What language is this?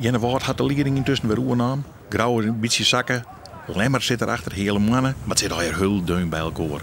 Western Frisian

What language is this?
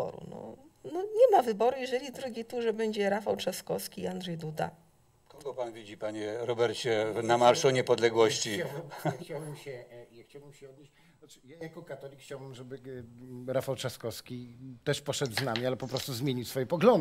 Polish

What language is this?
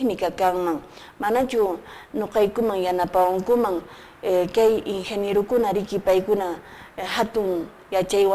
Quechua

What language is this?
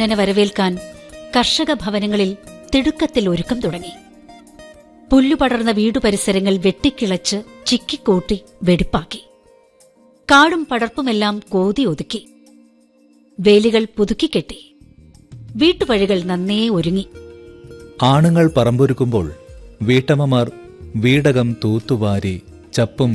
Malayalam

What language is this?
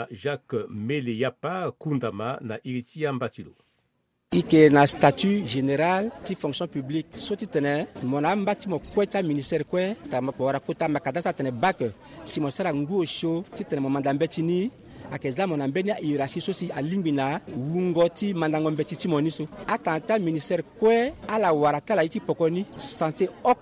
Sango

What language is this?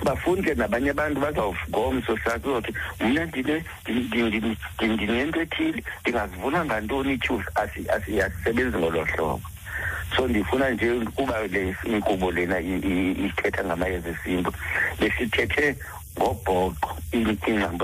Xhosa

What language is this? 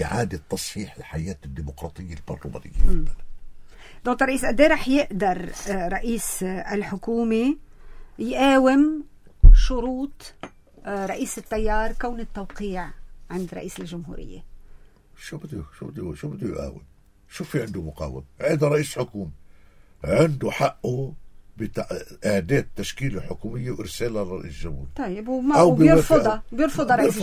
North Levantine Arabic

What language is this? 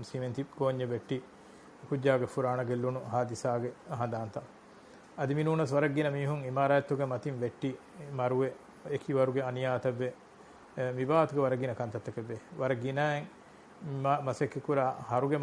Divehi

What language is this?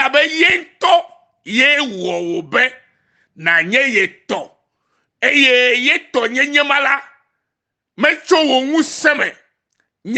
Ewe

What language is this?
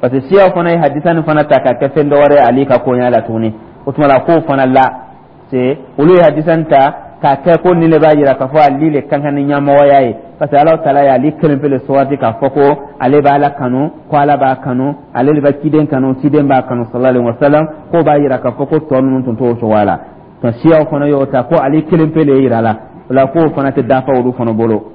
Dyula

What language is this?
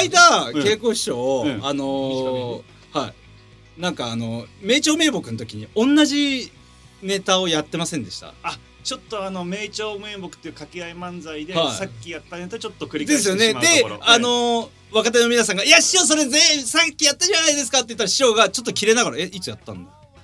Japanese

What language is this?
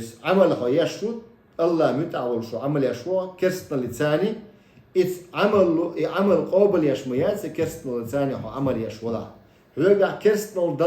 Chechen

